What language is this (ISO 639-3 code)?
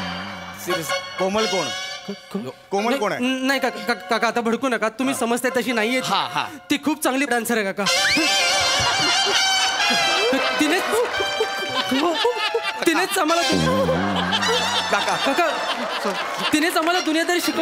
mar